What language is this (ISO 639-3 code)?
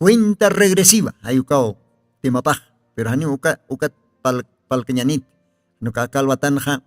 aym